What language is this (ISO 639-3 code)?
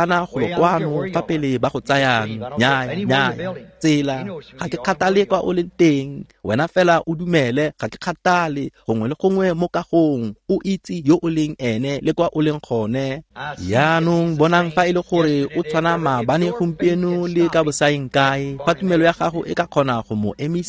tsn